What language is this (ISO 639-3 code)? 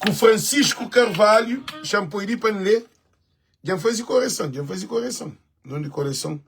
kea